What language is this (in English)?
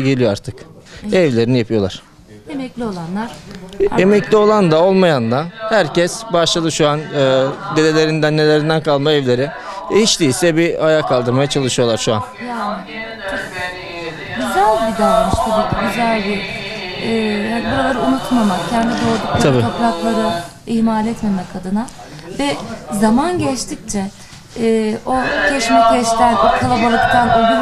Turkish